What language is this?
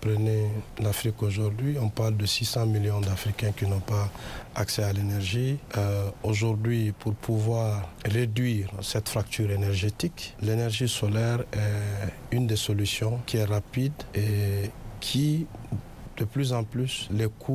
French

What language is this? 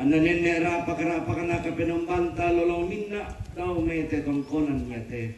Toraja-Sa'dan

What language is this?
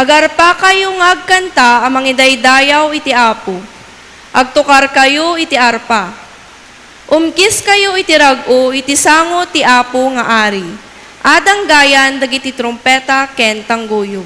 Iloko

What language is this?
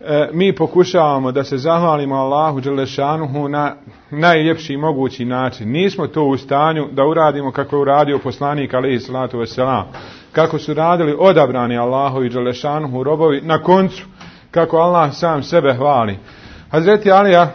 Bosnian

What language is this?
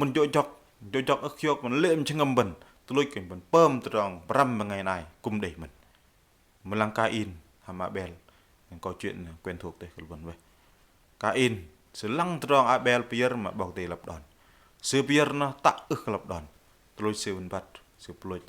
Bahnar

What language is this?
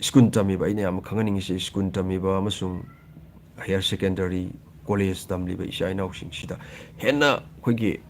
Manipuri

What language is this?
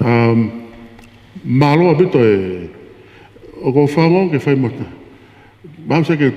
Tongan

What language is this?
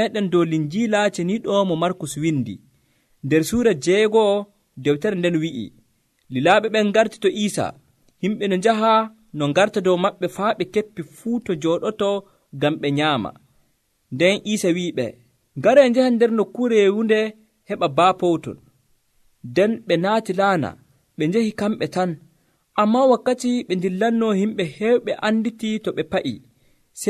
Nigerian Fulfulde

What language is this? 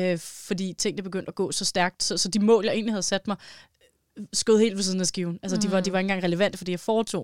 Danish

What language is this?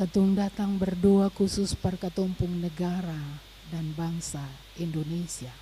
Ambonese Malay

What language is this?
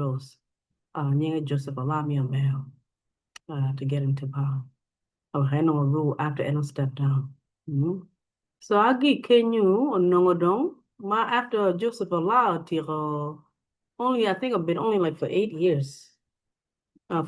Acoli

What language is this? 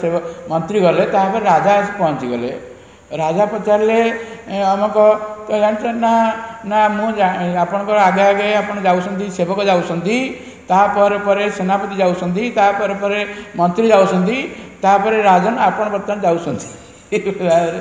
Odia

